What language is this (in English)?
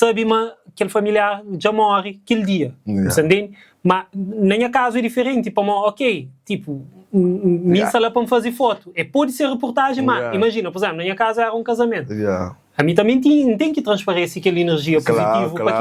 Kabuverdianu